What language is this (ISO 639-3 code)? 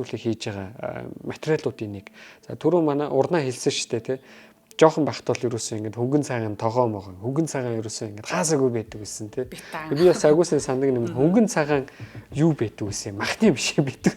mon